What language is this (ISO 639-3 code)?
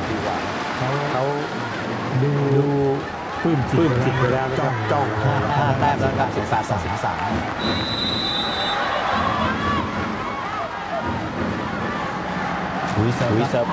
tha